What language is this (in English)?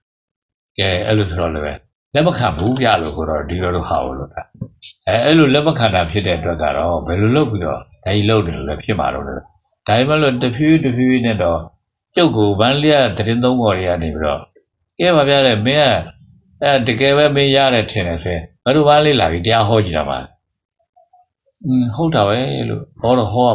Burmese